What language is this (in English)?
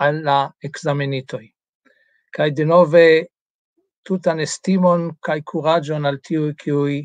Esperanto